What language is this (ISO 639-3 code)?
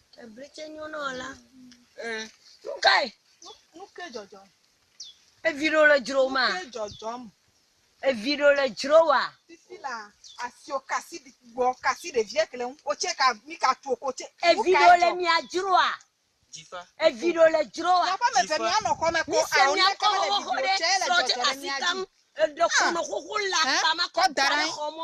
ewe